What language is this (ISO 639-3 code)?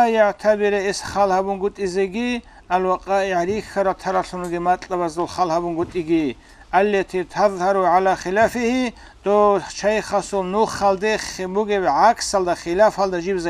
ava